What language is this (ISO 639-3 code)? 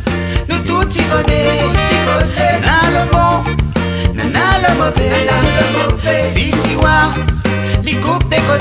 rcf